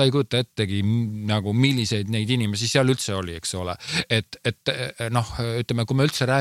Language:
Estonian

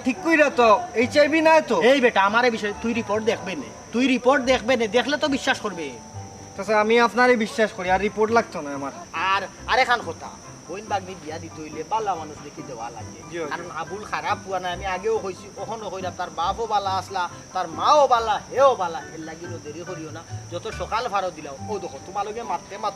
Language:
Sylheti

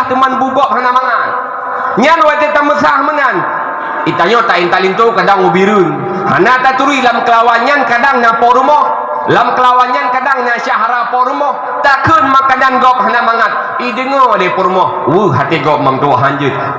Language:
Achinese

